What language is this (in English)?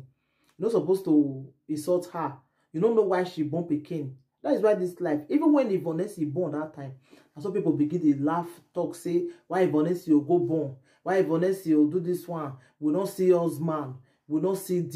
Nigerian Pidgin